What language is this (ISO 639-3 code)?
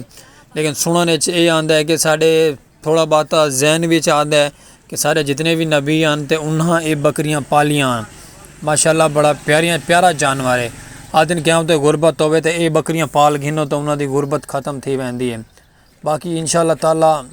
skr